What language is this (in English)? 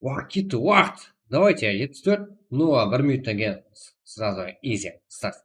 Kara-Kalpak